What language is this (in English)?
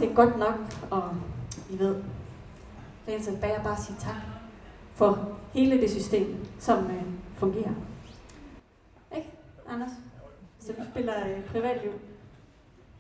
Danish